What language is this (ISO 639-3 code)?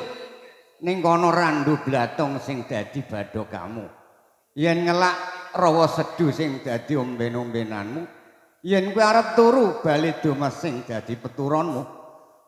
jav